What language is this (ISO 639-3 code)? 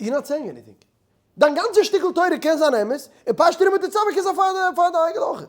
yid